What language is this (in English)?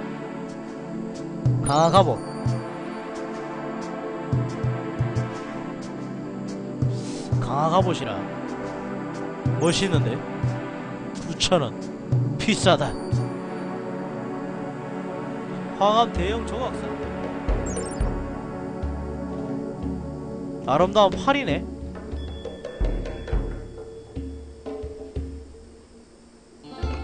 Korean